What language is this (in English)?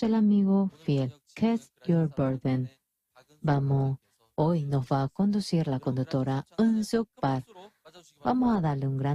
Aymara